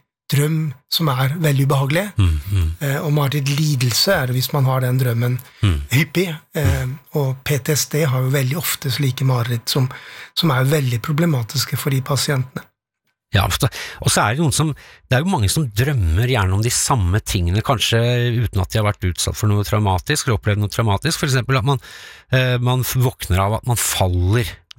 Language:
Norwegian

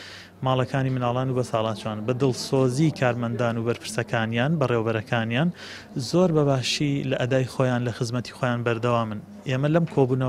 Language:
Central Kurdish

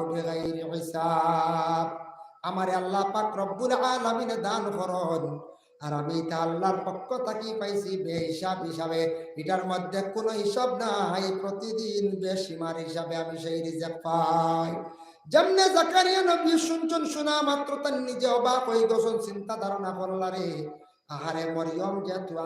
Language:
Sylheti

